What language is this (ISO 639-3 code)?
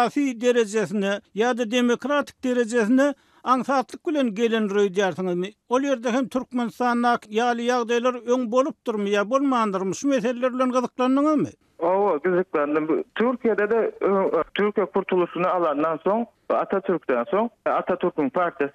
tuk